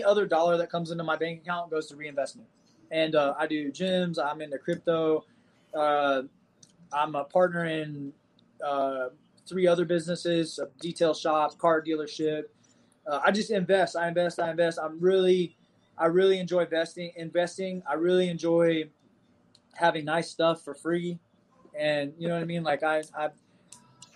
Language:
English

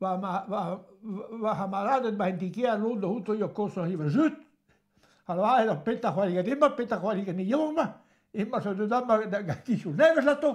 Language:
Breton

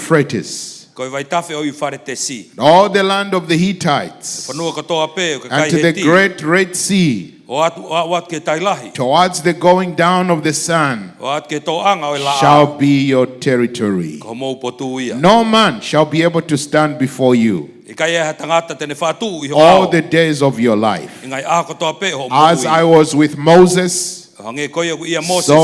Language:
Tongan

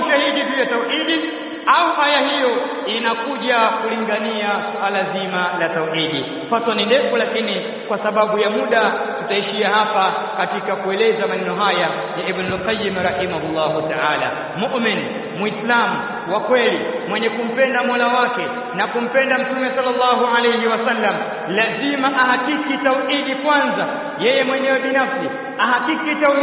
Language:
Swahili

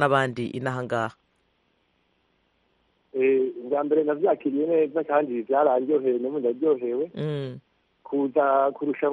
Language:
Kinyarwanda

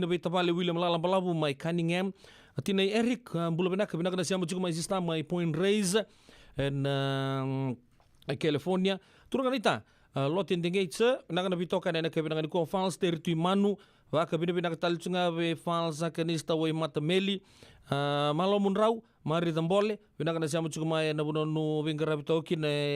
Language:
Fijian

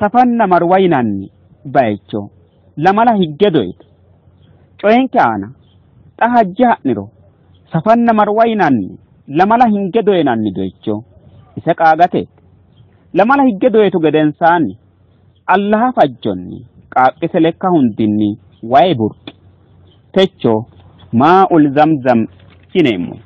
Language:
Sidamo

